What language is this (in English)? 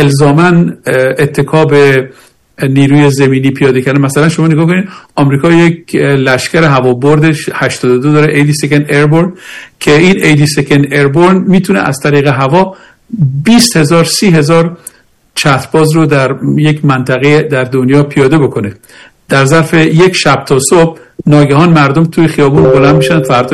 Persian